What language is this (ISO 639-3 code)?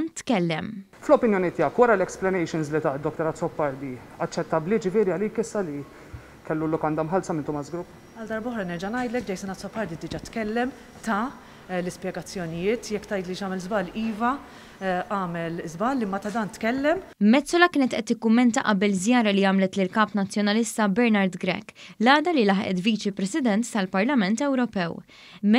mlt